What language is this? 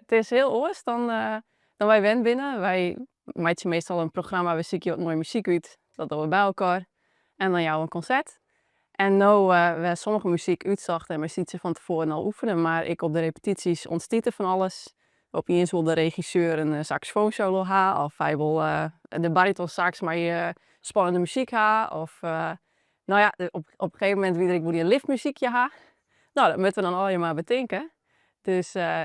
Western Frisian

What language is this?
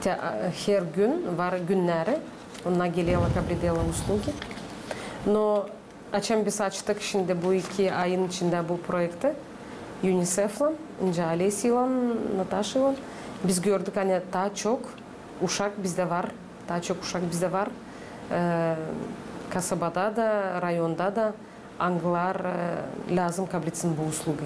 Gagauz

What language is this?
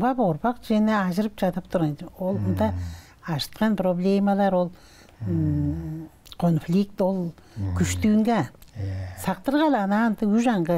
Tuvinian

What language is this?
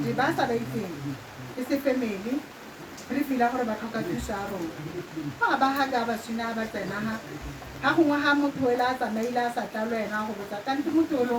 Tswana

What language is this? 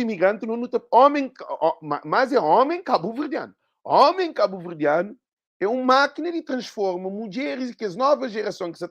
Kabuverdianu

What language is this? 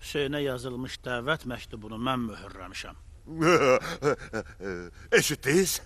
Azerbaijani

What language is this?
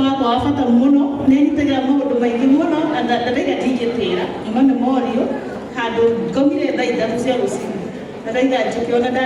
Kikuyu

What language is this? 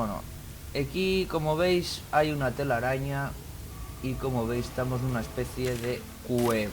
Asturian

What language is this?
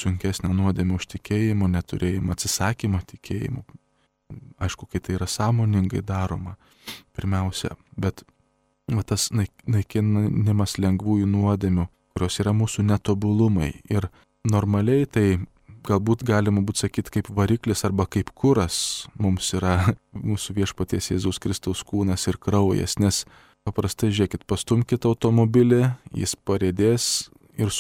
Lithuanian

